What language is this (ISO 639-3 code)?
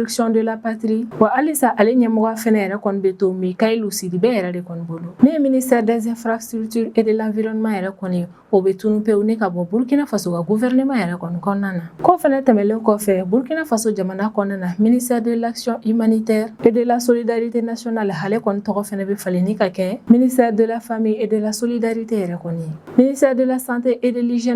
bam